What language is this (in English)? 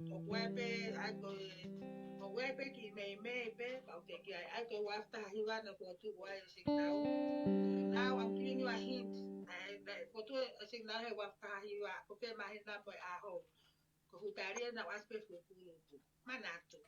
Tongan